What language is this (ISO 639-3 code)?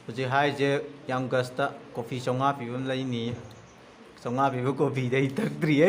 mni